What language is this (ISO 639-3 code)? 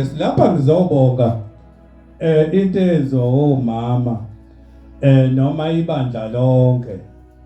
zul